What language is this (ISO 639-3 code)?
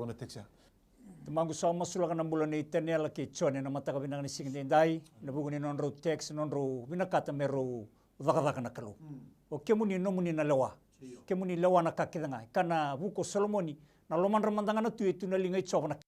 fij